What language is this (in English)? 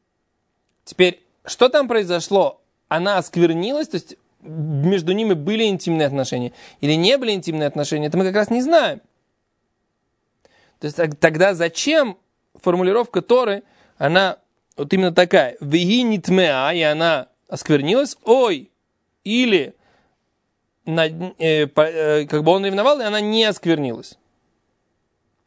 Russian